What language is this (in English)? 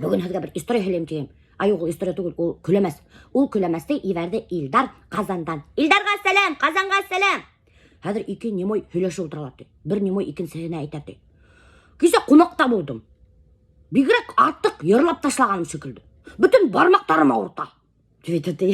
Bashkir